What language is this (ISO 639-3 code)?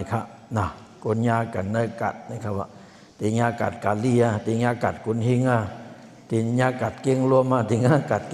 shn